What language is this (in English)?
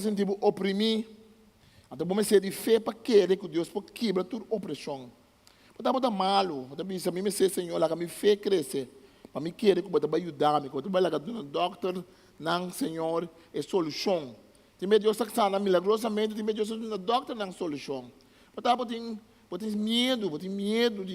Papiamento